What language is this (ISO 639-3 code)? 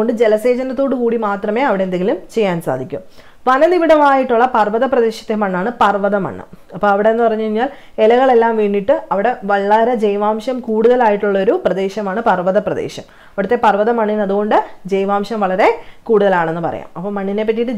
mal